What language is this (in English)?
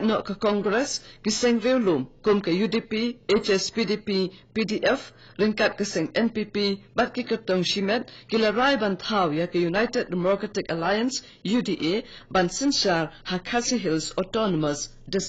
Khasi